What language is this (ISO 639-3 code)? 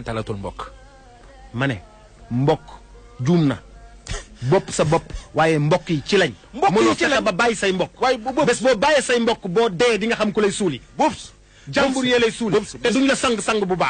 wol